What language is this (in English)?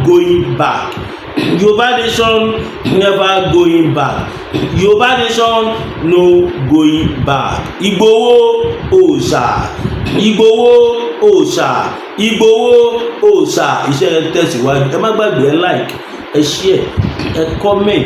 Yoruba